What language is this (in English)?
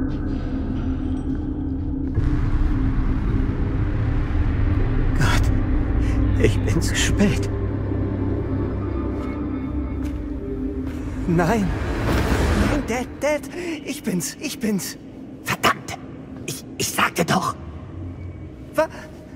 German